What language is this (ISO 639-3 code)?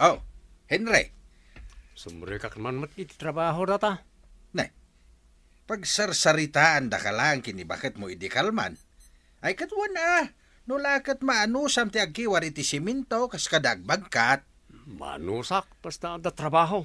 ilo